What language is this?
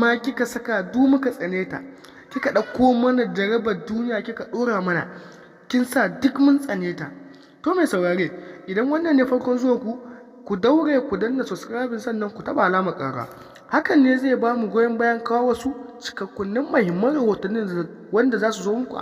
Hausa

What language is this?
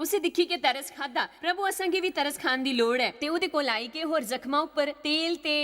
Dogri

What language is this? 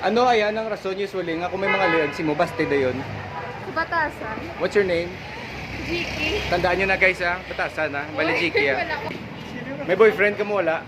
Hiligaynon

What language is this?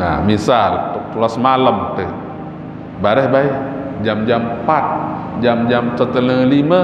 Sasak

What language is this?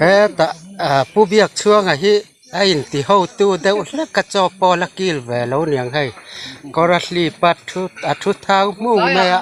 Mizo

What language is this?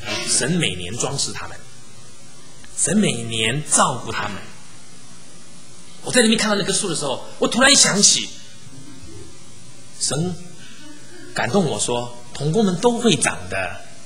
Chinese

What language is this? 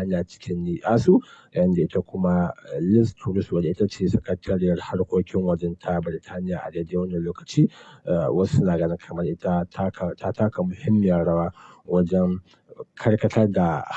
Hausa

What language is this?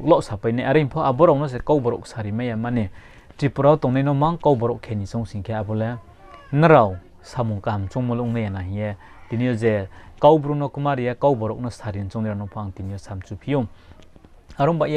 Riang (India)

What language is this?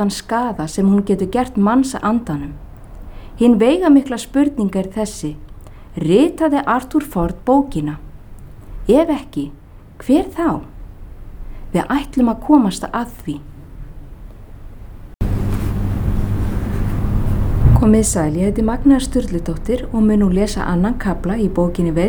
Icelandic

